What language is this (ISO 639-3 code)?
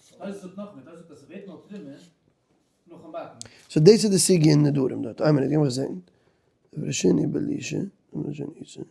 yid